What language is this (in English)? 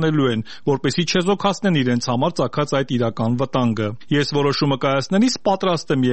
Armenian